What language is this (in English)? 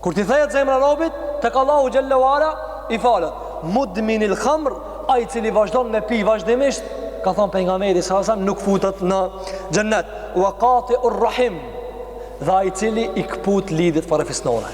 Albanian